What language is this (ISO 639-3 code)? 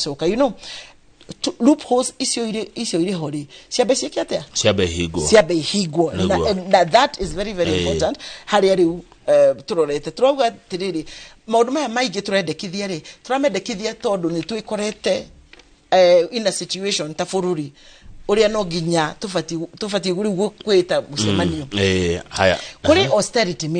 kik